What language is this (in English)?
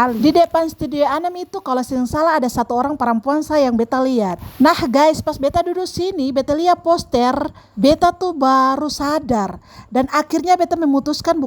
Ambonese Malay